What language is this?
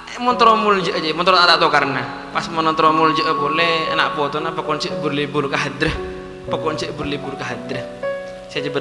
Madurese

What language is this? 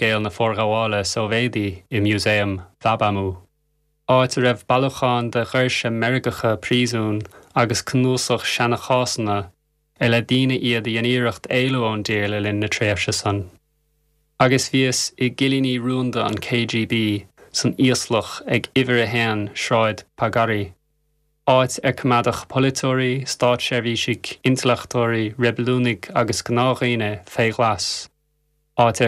Irish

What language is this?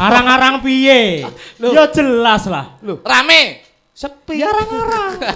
Javanese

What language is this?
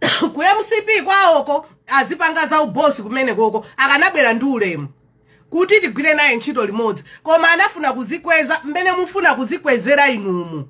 Nyanja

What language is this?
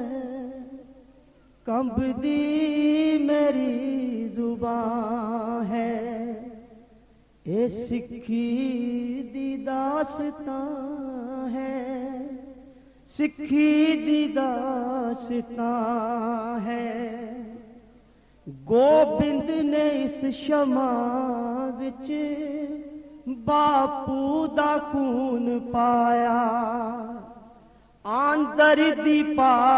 Punjabi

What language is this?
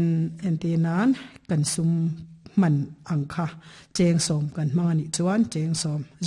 Mizo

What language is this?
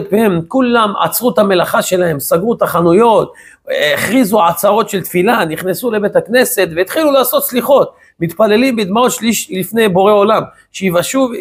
Hebrew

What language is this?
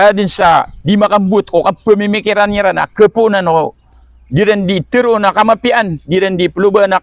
Maranao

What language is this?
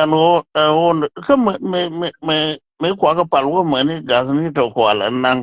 Nuer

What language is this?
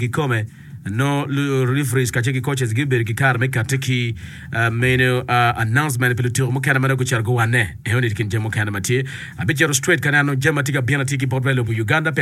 Acoli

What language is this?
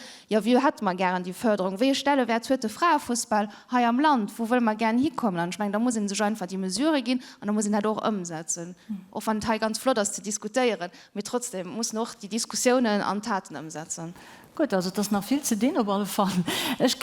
Luxembourgish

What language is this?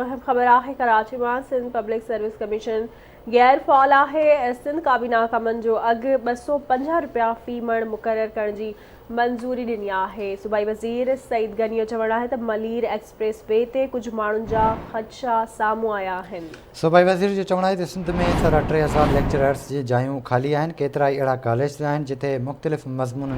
Sindhi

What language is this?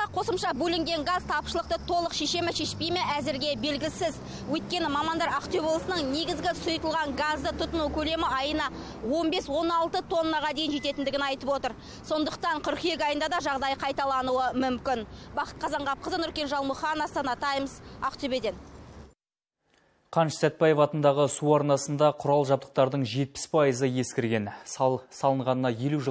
Kazakh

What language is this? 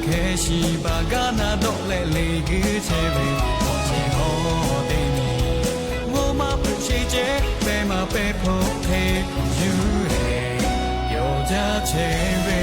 Lahu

